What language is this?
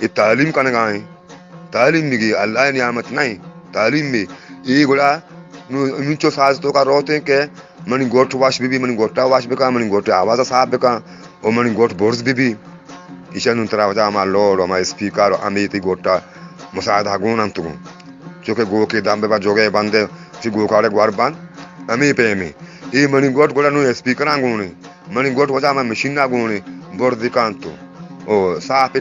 Eastern Balochi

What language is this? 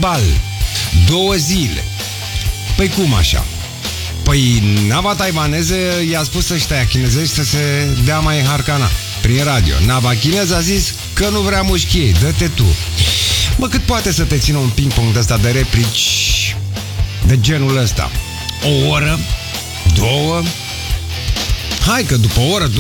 Romanian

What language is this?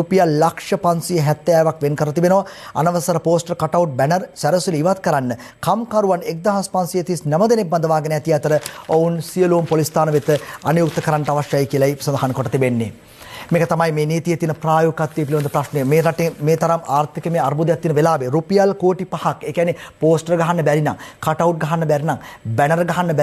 Sinhala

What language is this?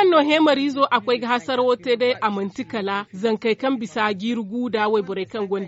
Zarma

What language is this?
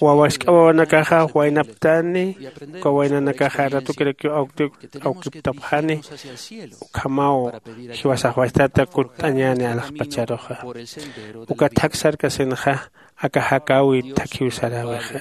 Aymara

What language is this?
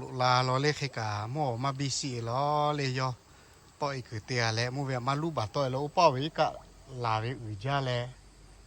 Lahu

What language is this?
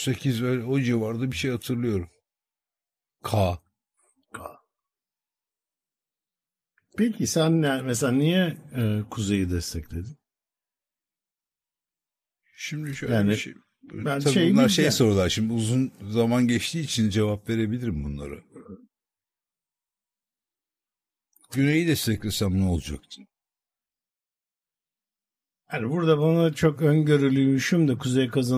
Turkish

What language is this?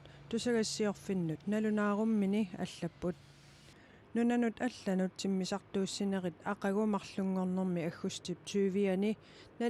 Kalaallisut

